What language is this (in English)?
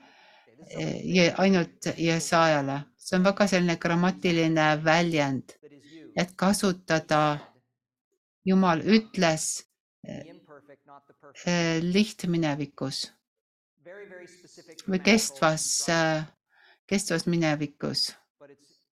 Estonian